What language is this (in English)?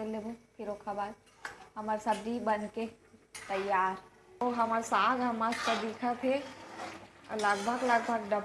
Chhattisgarhi